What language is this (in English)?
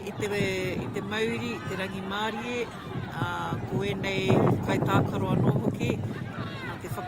Māori